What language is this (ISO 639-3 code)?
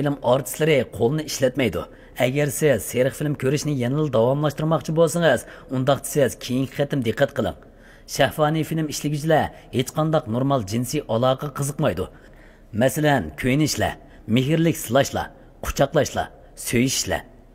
uig